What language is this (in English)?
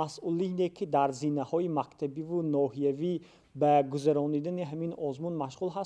Tajik